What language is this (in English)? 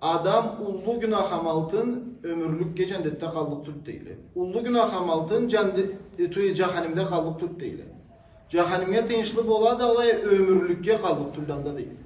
Karachay-Balkar